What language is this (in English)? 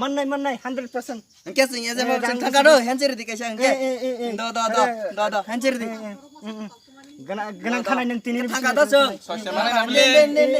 Kok Borok